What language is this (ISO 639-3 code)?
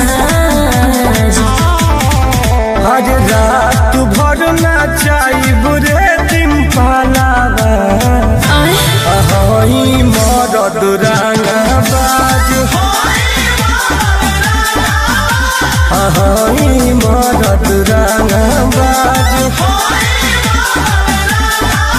bho